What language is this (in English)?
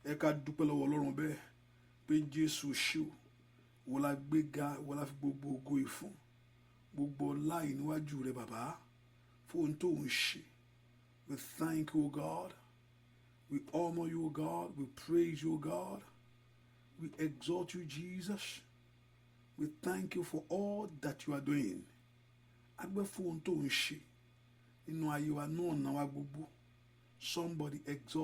Yoruba